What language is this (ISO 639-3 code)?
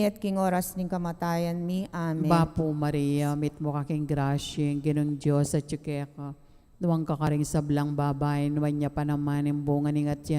pam